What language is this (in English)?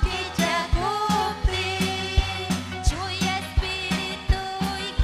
Ayacucho Quechua